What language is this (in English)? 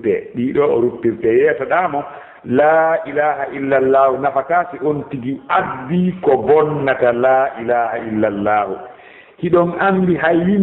Fula